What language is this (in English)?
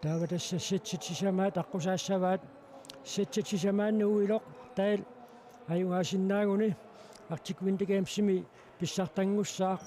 Kalaallisut